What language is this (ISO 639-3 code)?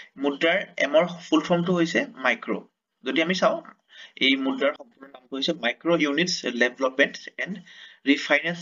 asm